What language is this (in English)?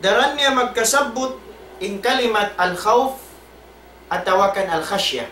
Tausug